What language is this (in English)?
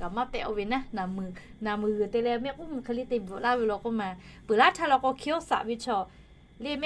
Lahu